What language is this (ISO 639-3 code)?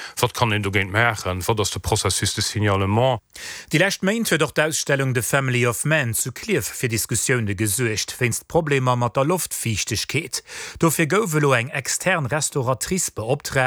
ltz